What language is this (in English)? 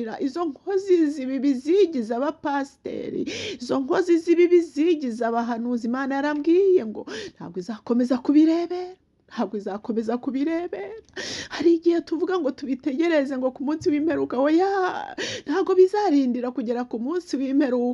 Kinyarwanda